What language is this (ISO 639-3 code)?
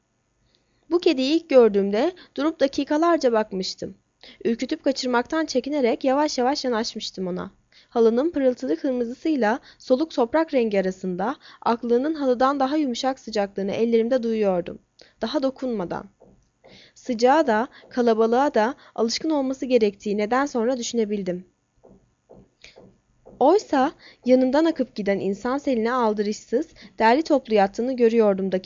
tur